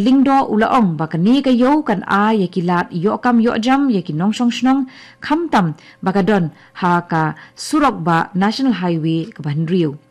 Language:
Khasi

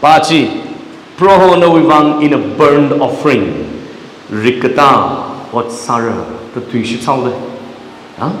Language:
Tangkhul Naga (India)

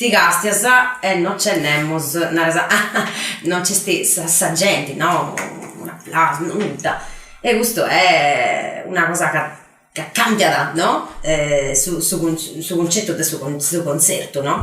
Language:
Sardinian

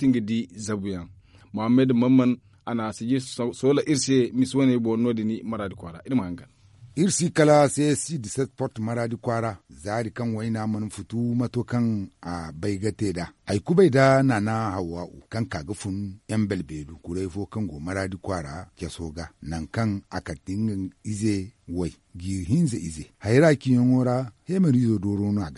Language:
Zarma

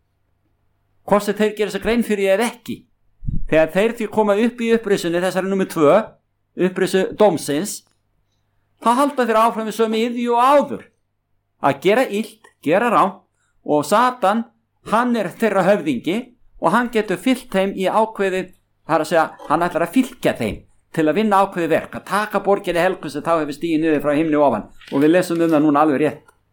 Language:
Icelandic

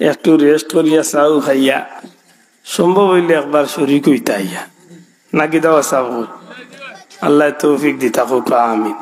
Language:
Sylheti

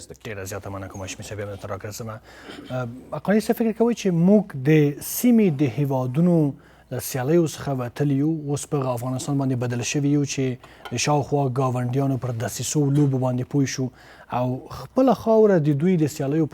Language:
Pashto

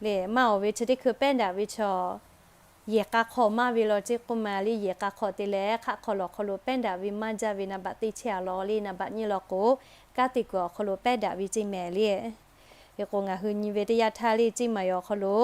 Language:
Lahu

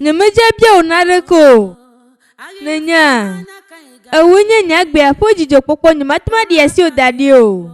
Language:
Ewe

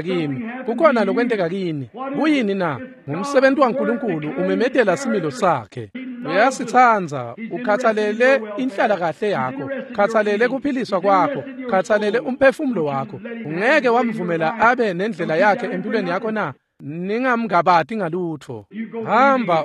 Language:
Swati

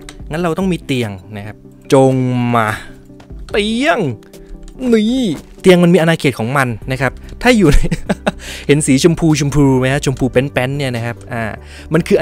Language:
Thai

